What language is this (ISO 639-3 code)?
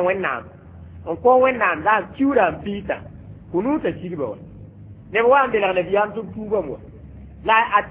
mos